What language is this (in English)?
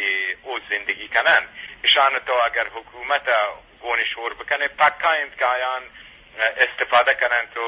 Eastern Balochi